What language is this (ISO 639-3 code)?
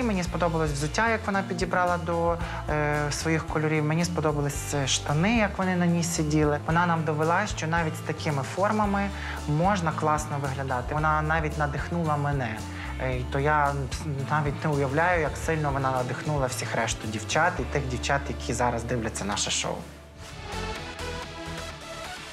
ukr